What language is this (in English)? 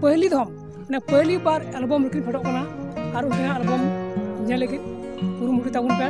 Santali